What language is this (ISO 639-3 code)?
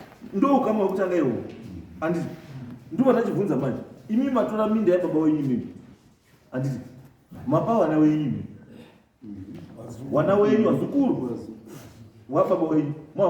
sna